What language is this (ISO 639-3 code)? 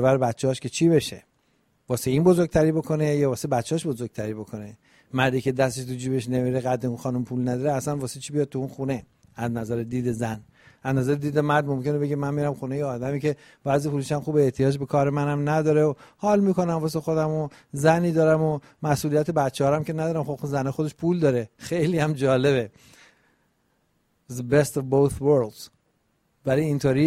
fas